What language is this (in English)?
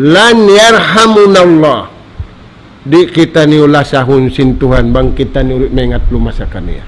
Tausug